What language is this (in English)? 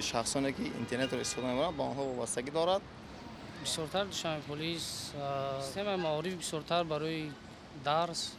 Tajik